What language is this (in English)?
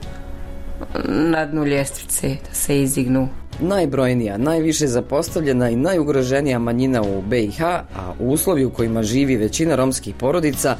Bosnian